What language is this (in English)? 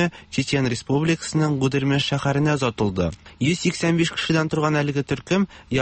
Tatar